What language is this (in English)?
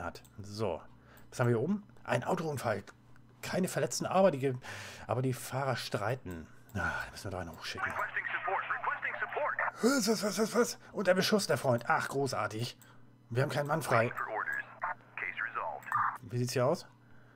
German